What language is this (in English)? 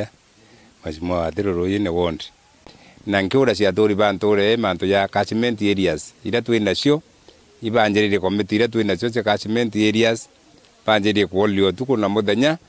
Meru